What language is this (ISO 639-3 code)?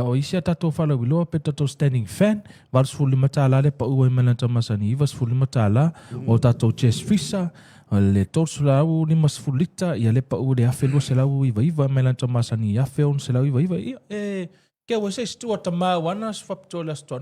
smo